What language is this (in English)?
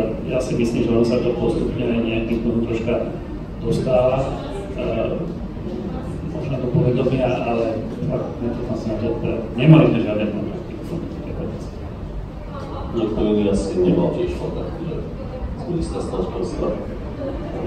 Slovak